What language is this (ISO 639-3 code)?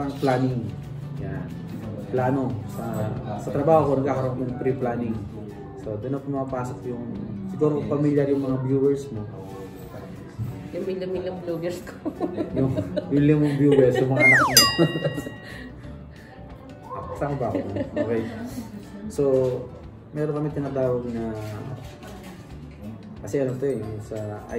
fil